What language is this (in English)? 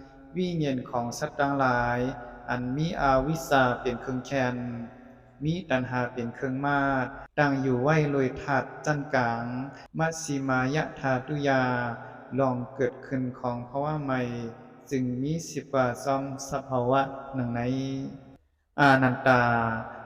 Shan